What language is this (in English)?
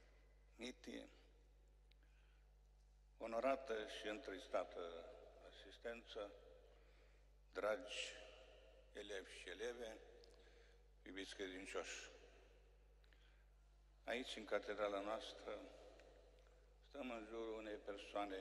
Romanian